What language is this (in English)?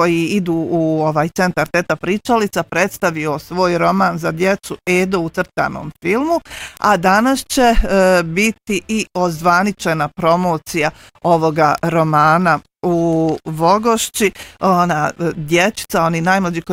Bosnian